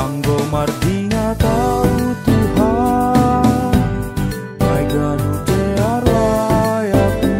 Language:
Batak Simalungun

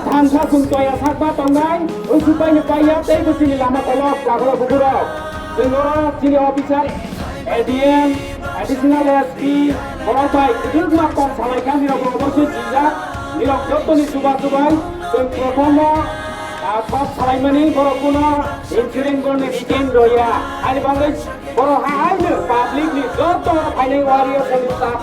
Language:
Kok Borok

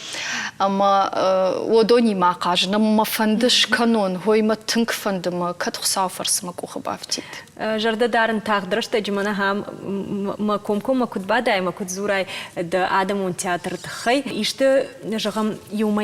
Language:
Ossetic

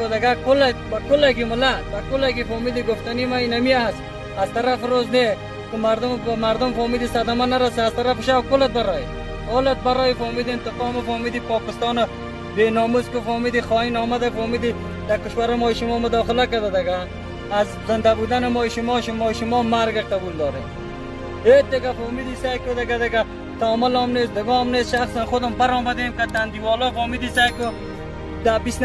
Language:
Persian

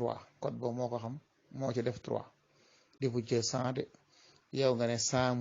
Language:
Wolof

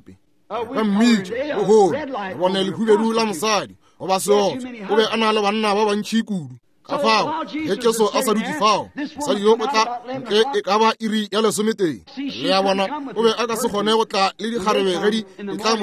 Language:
Northern Sotho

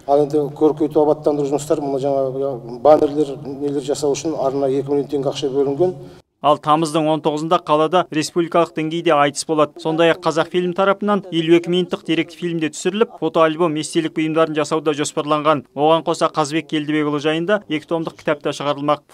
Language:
Kazakh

